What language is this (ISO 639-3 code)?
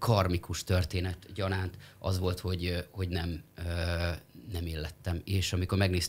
hun